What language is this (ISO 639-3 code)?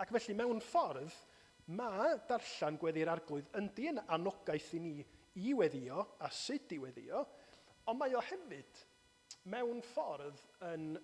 cym